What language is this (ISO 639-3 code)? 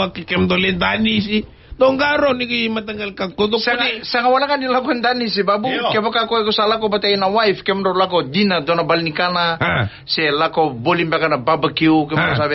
fij